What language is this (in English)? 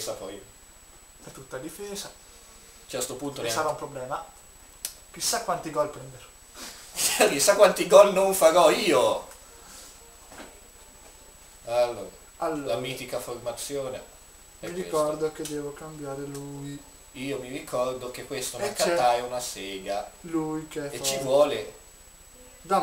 Italian